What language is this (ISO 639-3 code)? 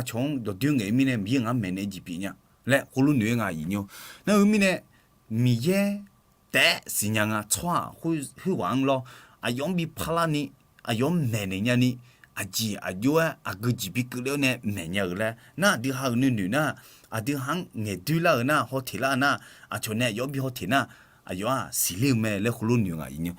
ahk